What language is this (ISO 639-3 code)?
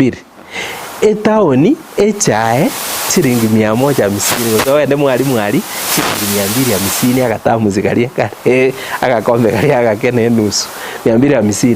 guz